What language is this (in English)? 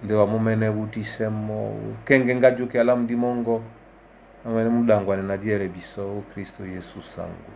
Duala